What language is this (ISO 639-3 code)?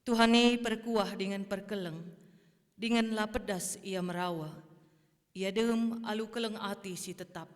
btx